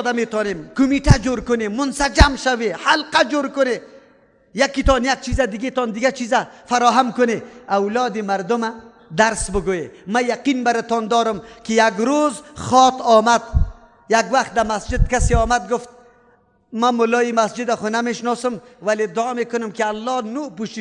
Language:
Persian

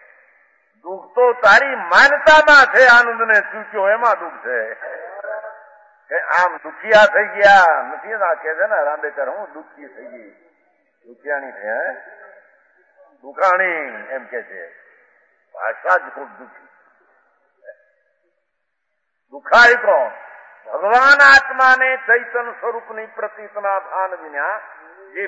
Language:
Gujarati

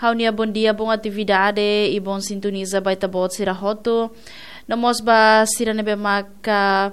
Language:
Tetum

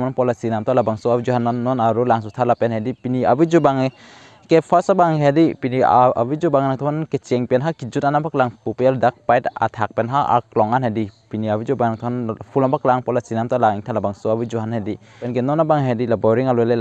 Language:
Karbi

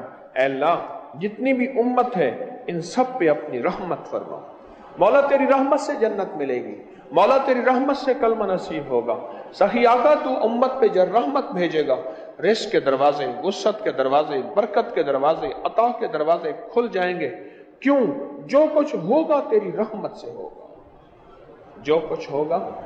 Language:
Urdu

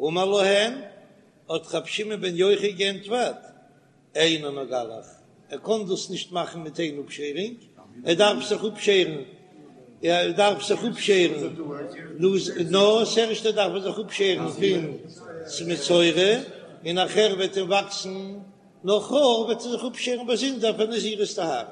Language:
Yiddish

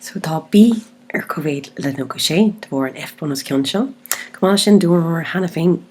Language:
Irish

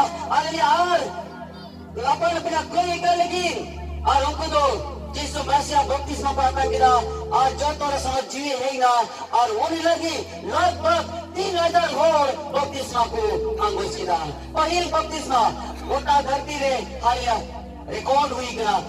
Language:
Santali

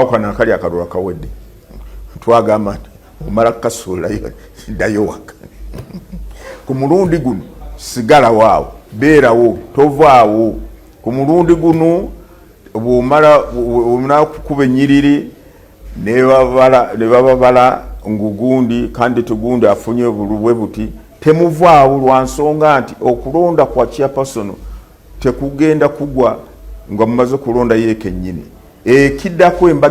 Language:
Ganda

